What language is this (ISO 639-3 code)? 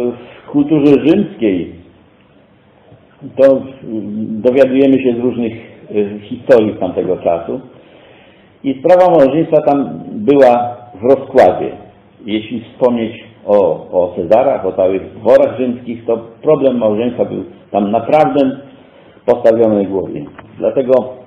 pol